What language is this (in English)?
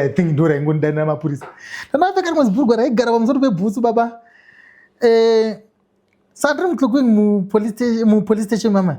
Shona